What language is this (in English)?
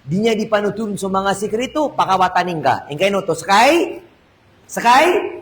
Maranao